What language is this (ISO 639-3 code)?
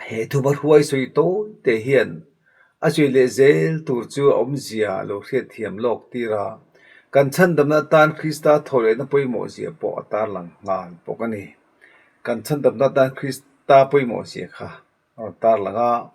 lus